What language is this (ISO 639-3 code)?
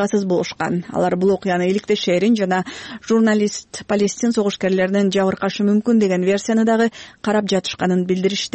kir